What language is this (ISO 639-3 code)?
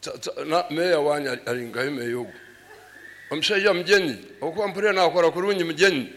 nyo